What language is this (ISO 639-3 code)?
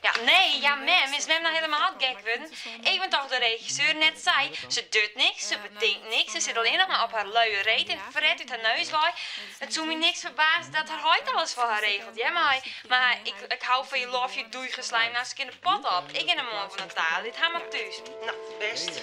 fry